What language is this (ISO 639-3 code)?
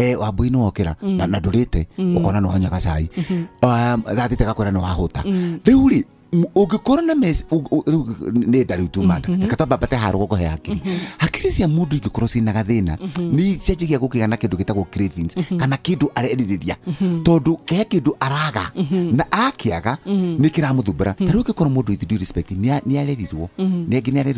kik